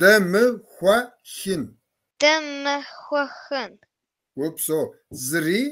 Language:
Kabardian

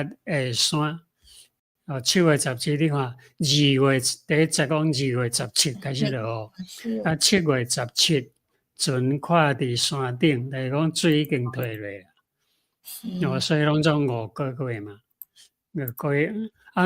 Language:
Min Nan Chinese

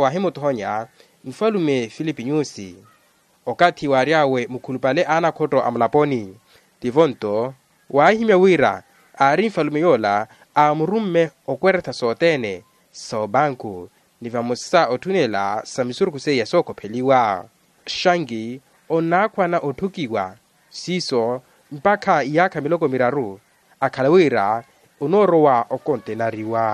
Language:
Makhuwa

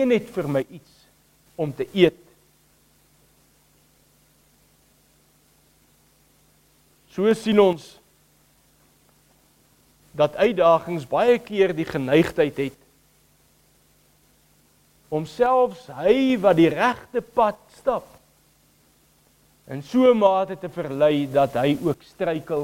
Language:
Afrikaans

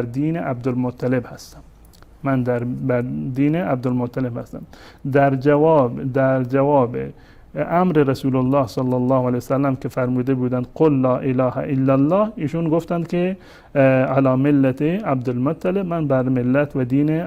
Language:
Persian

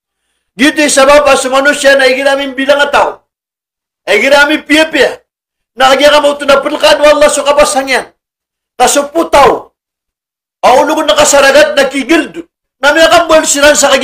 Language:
Maranao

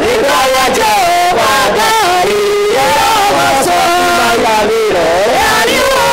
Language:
Kikuyu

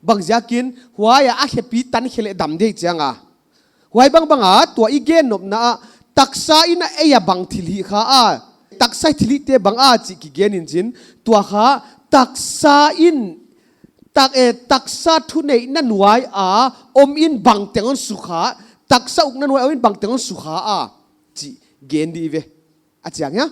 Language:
Paite Chin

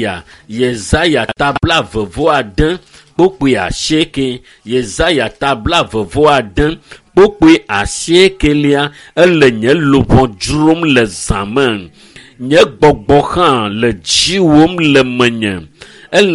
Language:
Ewe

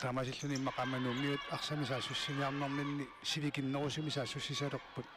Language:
Kalaallisut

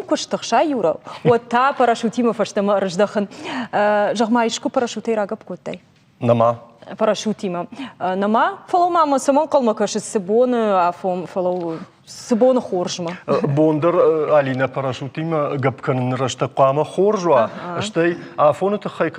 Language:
Ossetic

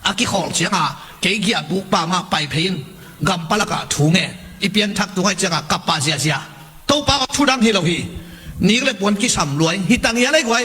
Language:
Tedim Chin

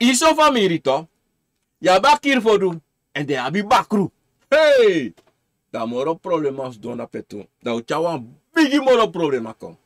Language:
Sranan Tongo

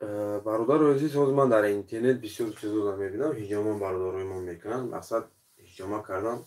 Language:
Tajik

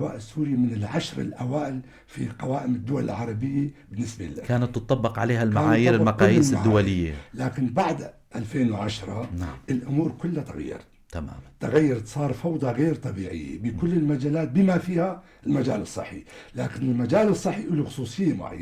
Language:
North Levantine Arabic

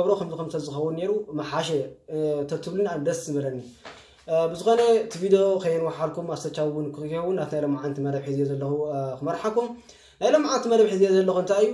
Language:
Tigrinya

